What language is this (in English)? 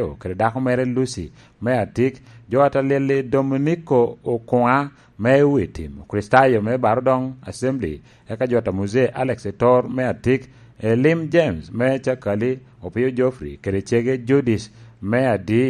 Lango (Uganda)